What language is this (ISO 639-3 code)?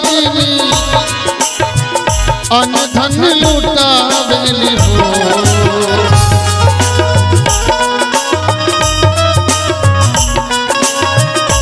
bho